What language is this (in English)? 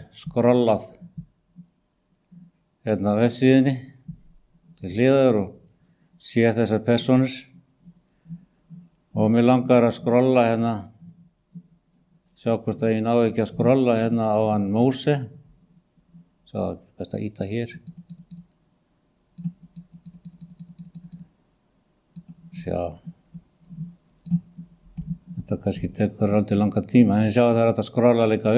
Icelandic